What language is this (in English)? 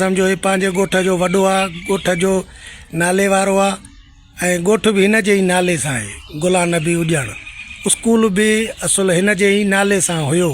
Sindhi